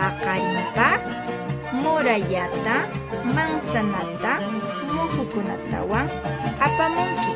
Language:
Quechua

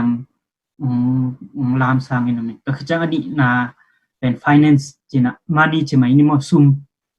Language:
Tedim Chin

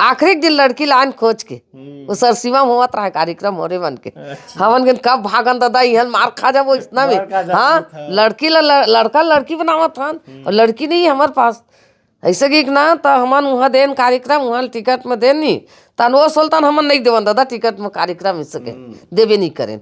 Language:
Chhattisgarhi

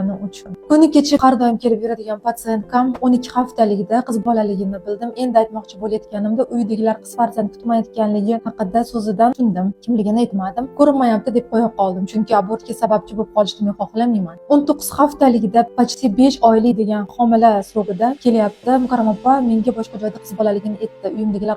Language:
Uzbek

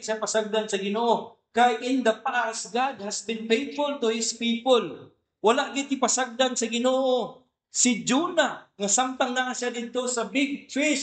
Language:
Cebuano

